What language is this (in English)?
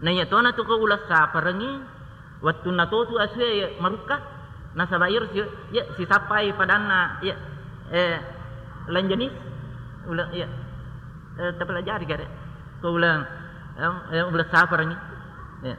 Buginese